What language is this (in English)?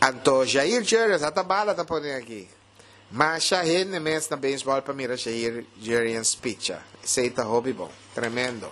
Papiamento